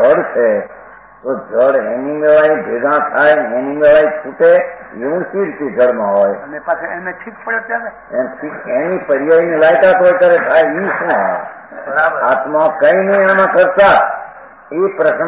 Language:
Gujarati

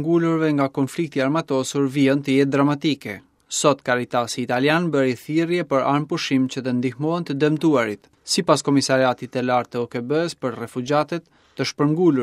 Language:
Albanian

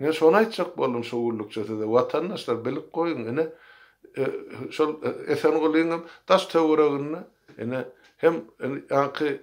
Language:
Turkmen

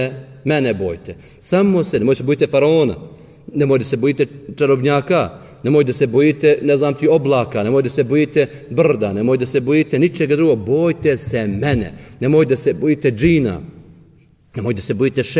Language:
Bosnian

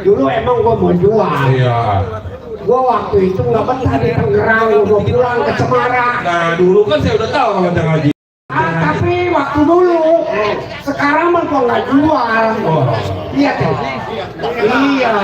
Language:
Betawi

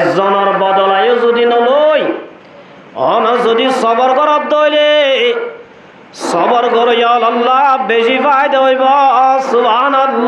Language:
Rohingya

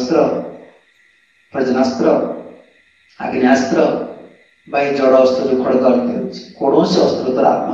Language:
Odia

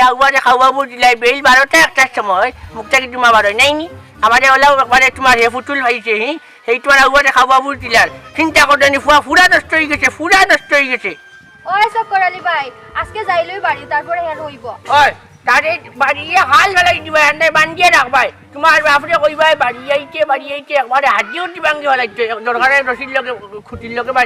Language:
Sylheti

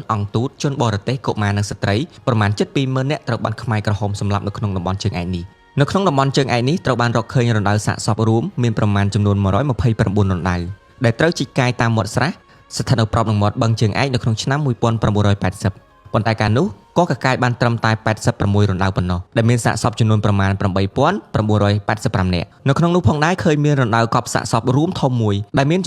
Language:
Khmer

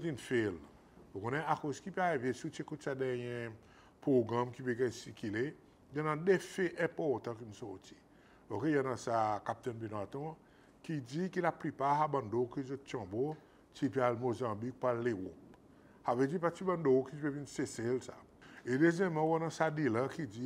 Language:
Seselwa Creole French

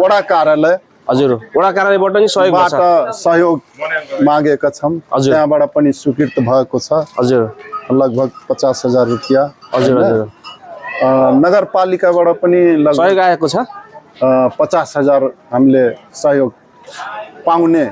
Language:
Nepali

